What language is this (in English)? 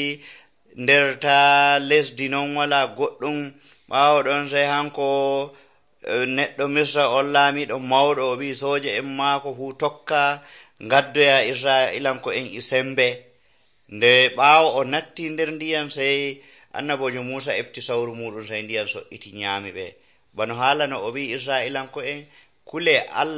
Nigerian Fulfulde